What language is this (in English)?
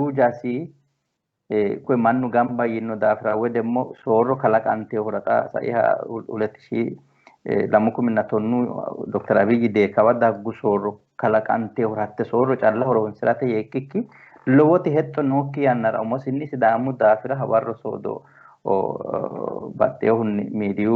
Sidamo